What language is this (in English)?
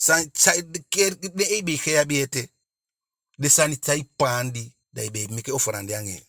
Eastern Maroon Creole